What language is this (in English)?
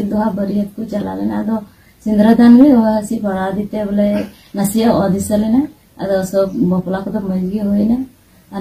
Santali